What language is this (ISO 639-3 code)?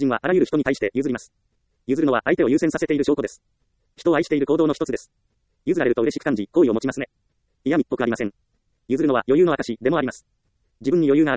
jpn